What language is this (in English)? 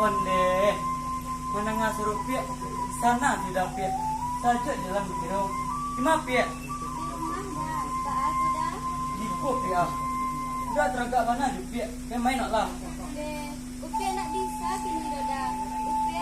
Minangkabau